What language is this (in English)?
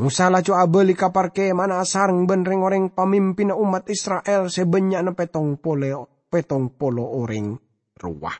Madurese